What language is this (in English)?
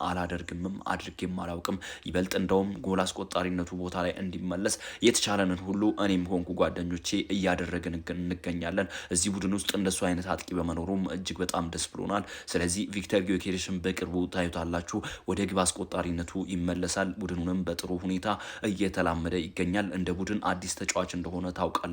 Amharic